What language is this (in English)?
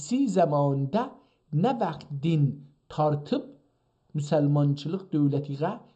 South Azerbaijani